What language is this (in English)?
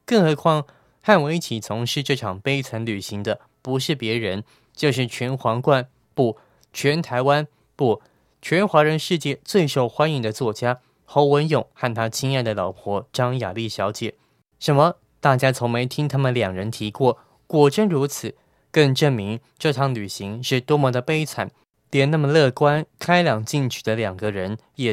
Chinese